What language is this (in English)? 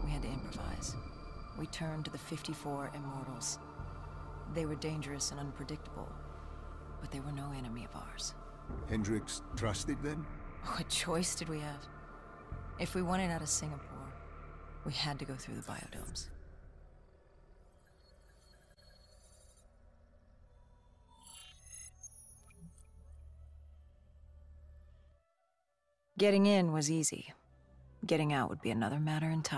English